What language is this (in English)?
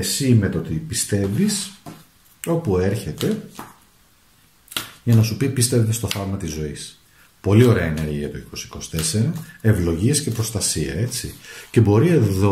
Greek